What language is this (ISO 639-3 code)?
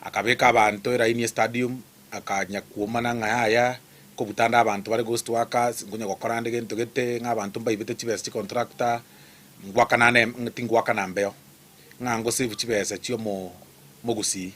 guz